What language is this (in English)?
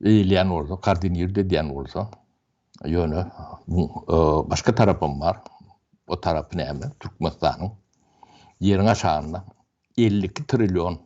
Turkmen